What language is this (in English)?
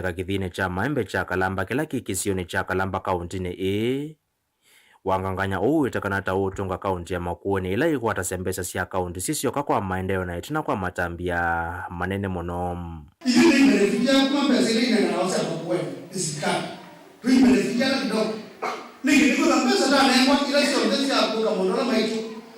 Kamba